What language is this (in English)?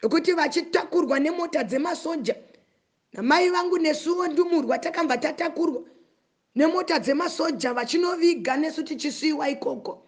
Shona